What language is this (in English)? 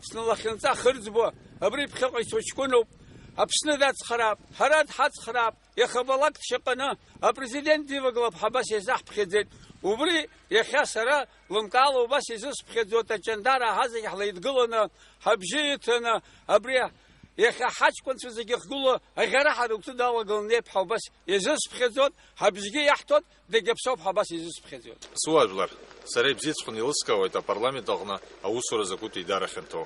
Abkhazian